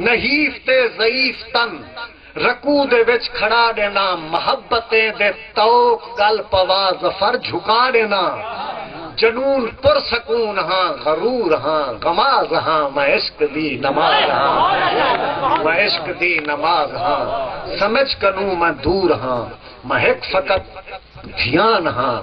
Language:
Saraiki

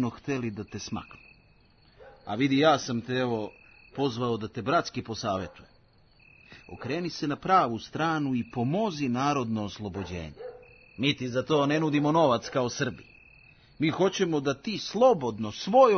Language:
Serbian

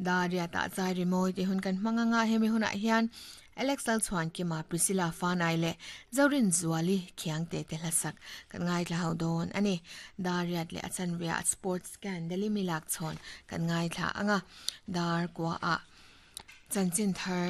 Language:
Mizo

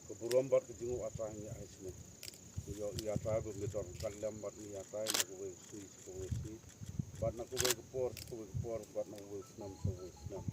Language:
Khasi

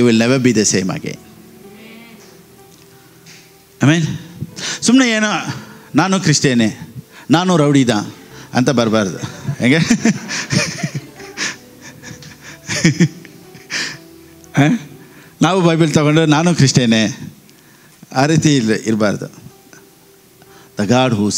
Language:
Kannada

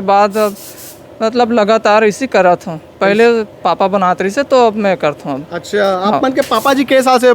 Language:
Chhattisgarhi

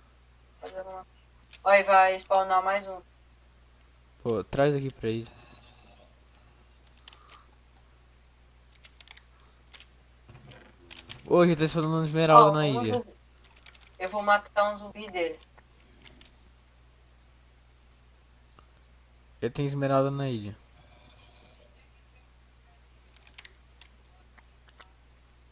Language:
Portuguese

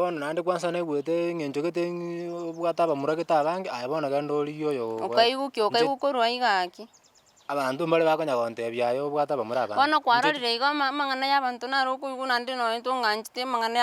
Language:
Gusii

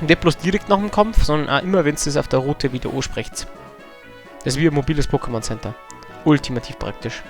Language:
Bavarian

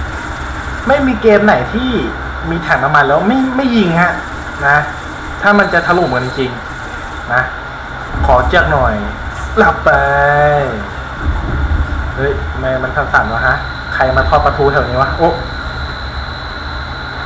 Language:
Thai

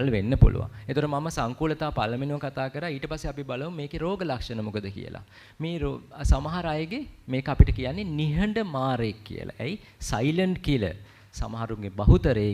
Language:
Sinhala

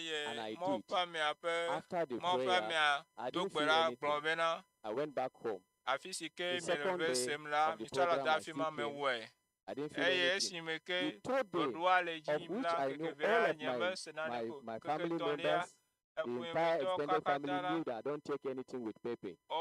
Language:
Ewe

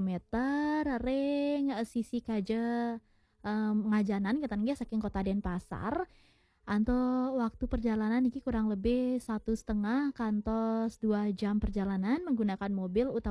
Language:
Balinese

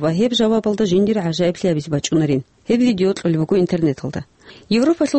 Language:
Avaric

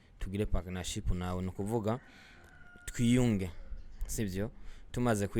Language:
Rundi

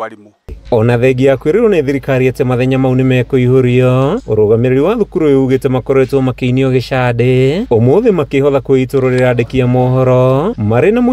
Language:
Kikuyu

